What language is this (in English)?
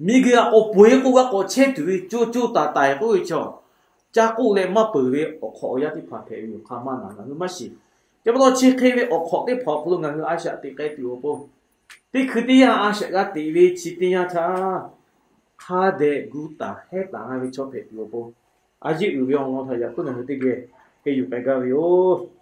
Lahu